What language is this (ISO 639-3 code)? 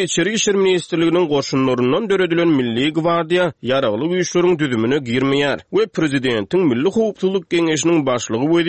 tuk